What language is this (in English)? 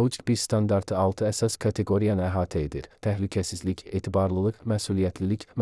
Azerbaijani